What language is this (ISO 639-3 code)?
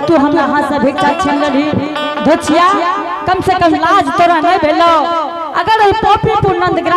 anp